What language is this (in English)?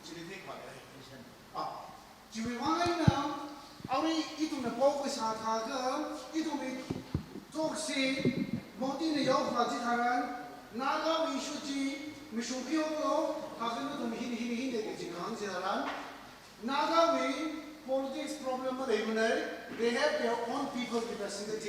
Tangkhul Naga (India)